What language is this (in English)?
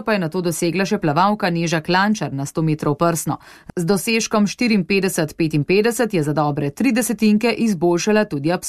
Slovenian